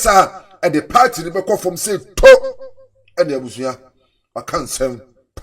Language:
Akan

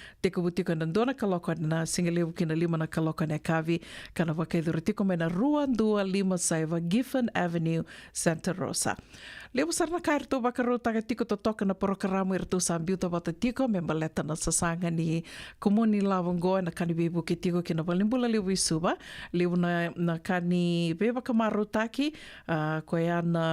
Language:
Fijian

